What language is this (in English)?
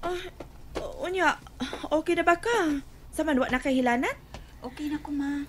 Cebuano